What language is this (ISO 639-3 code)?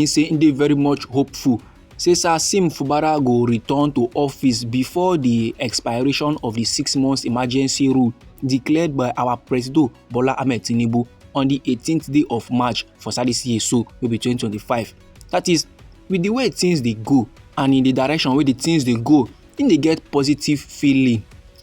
pcm